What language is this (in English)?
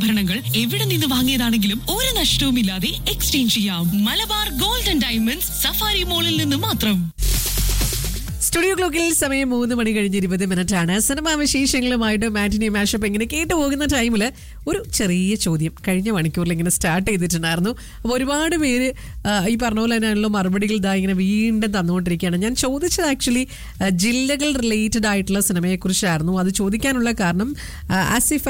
Malayalam